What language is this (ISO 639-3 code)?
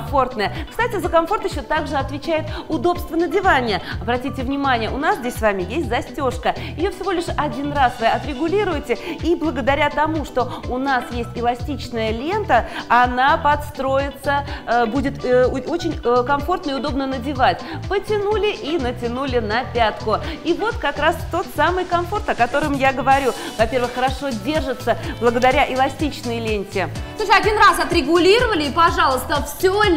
rus